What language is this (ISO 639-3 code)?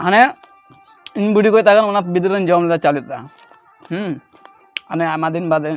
sat